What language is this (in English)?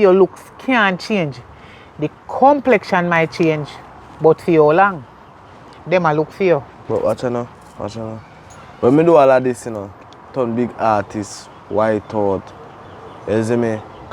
Jamaican Creole English